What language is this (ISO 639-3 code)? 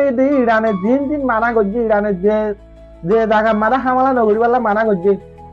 rhg